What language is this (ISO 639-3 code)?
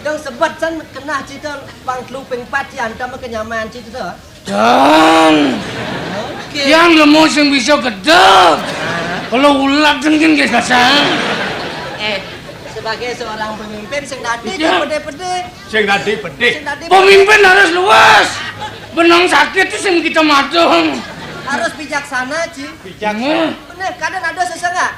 ban